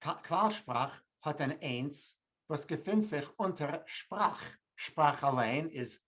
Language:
Yiddish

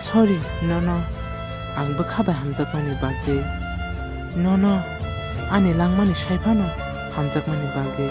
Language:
Kok Borok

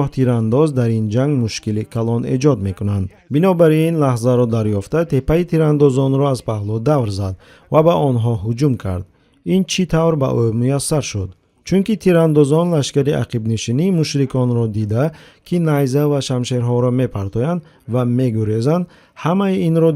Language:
Tajik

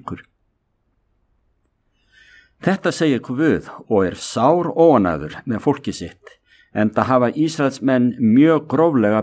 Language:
Icelandic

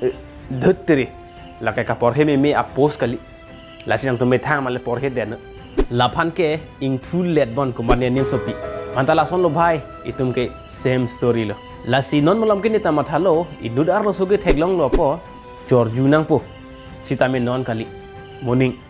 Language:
Karbi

